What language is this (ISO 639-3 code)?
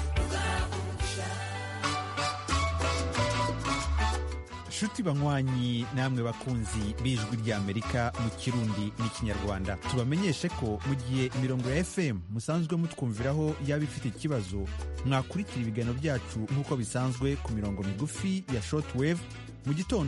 kin